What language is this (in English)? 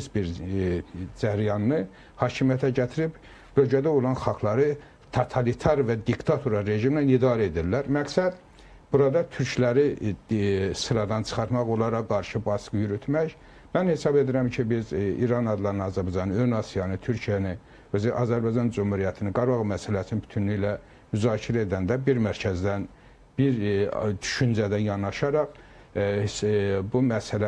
Azerbaijani